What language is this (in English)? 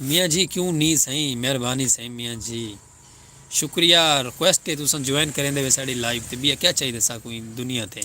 Saraiki